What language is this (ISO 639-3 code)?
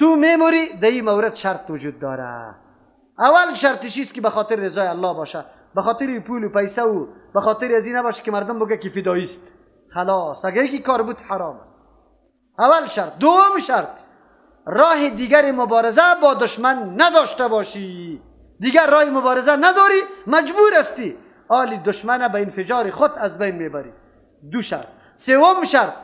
fas